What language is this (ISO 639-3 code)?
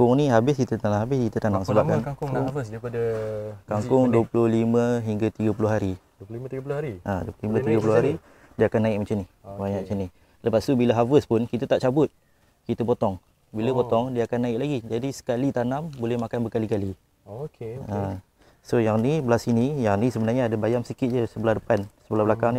msa